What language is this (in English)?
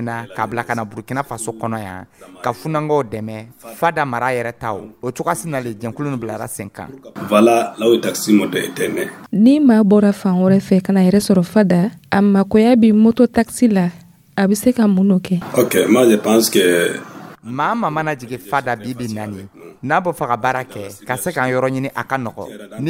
Dyula